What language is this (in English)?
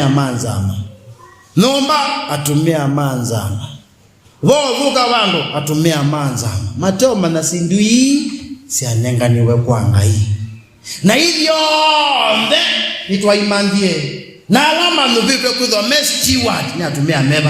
Kamba